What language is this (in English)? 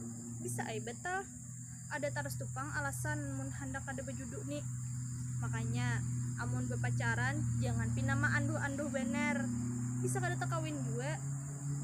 Banjar